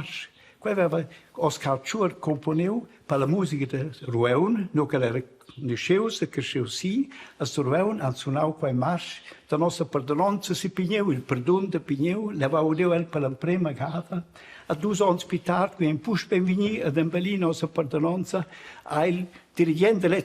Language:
Romansh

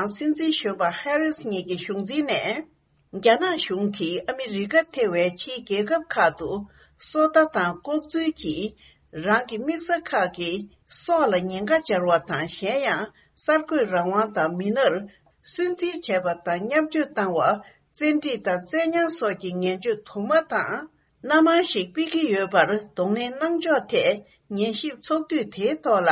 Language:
Tibetan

